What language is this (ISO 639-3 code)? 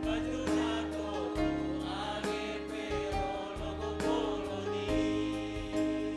bts